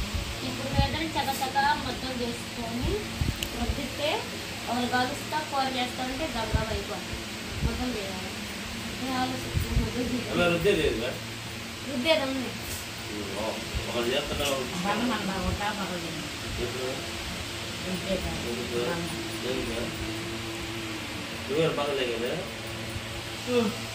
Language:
Telugu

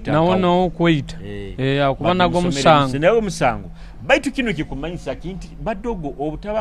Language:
Nyoro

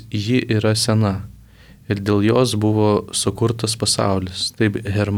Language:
Lithuanian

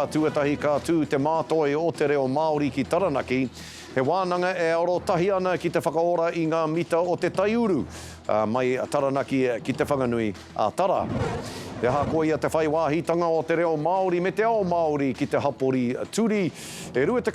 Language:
Māori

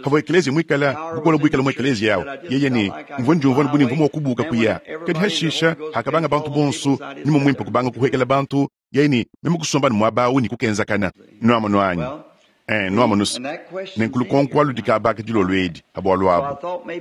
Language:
Luba-Lulua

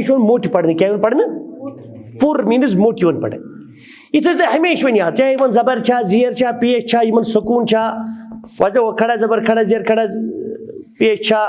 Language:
Kashmiri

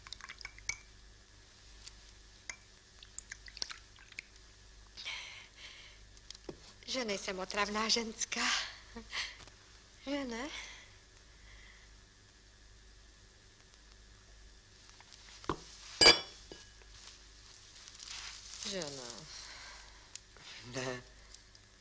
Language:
Czech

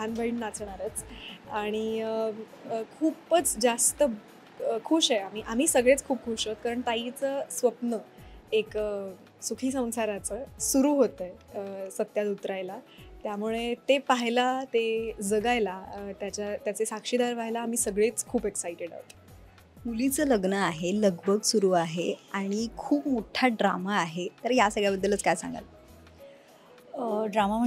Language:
Marathi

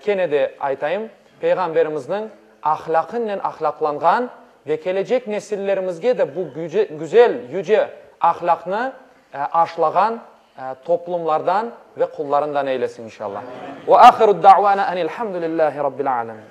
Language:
Crimean Tatar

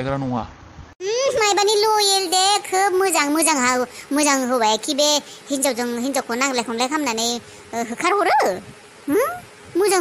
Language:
Bodo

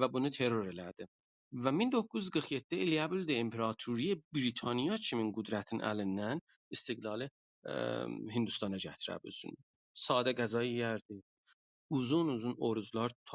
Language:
South Azerbaijani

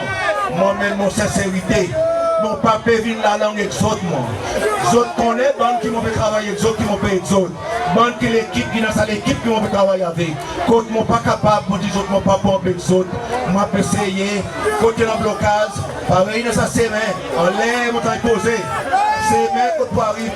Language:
Seselwa Creole French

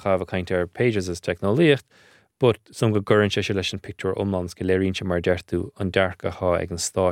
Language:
Irish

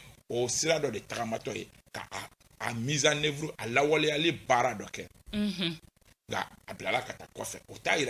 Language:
Bambara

